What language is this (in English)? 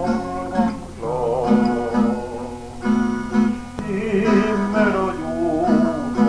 Swedish